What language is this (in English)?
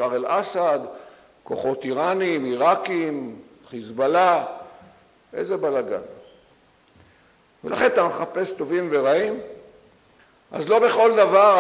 Hebrew